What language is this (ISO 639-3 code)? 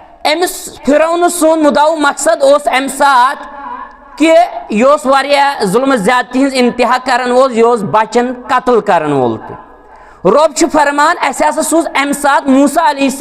kas